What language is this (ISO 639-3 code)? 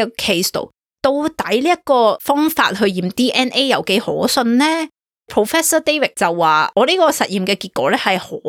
yue